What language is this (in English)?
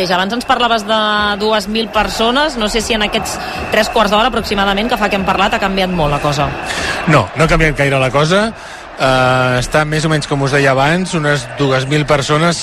Catalan